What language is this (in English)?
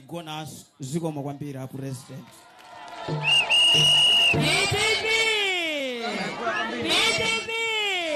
Nyanja